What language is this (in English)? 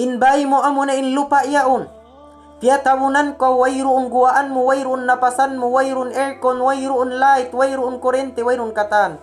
Tausug